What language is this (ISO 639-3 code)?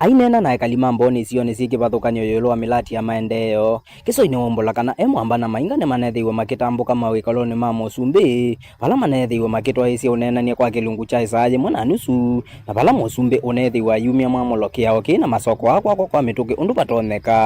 kam